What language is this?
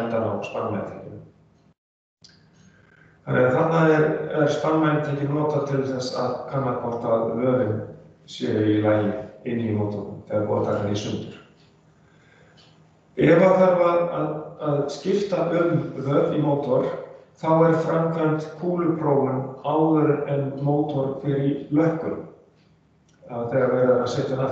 Icelandic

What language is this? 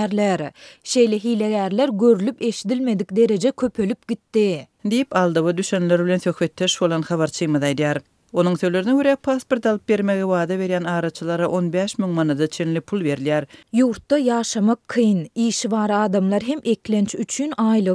Turkmen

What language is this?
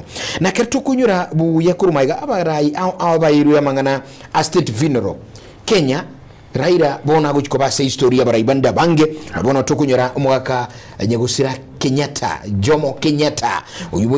Gusii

